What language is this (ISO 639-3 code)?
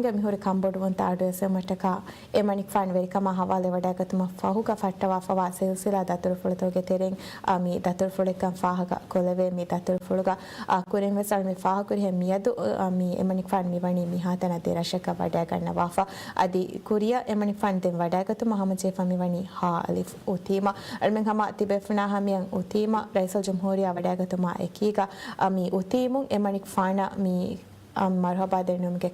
div